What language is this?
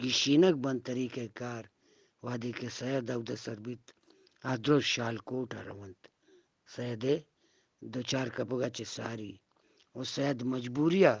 Eastern Balochi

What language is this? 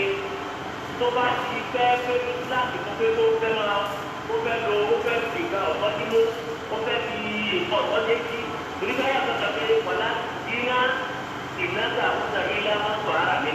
Yoruba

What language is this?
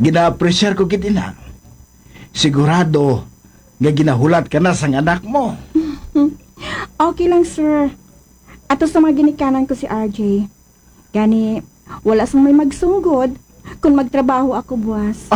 Hiligaynon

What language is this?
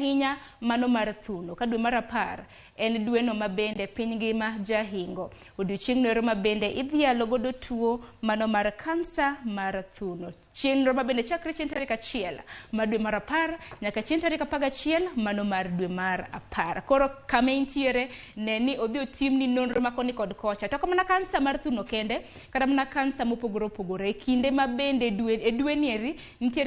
Luo (Kenya and Tanzania)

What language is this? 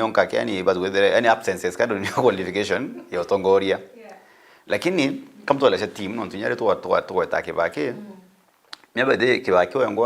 Meru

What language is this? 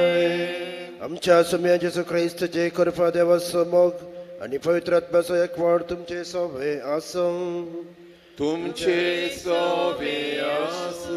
Konkani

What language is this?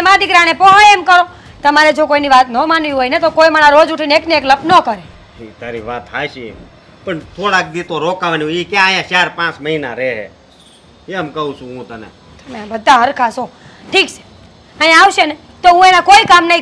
Gujarati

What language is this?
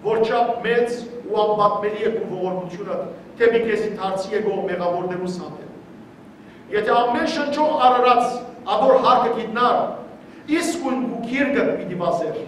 Western Armenian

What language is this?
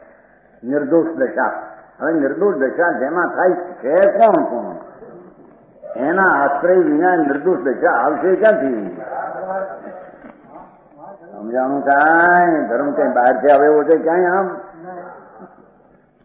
Gujarati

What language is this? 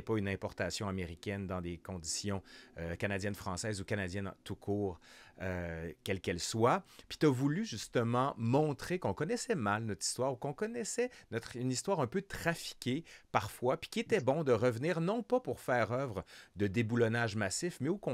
French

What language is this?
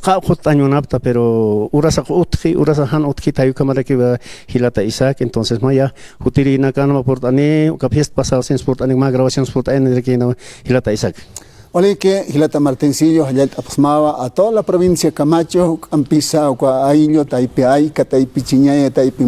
Aymara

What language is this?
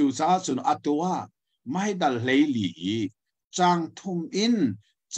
Hakha Chin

